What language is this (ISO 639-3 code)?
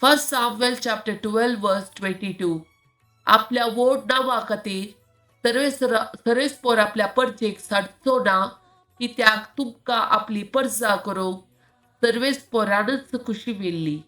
kok